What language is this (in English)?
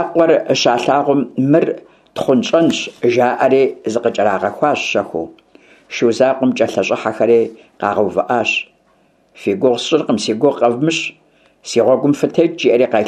Kabardian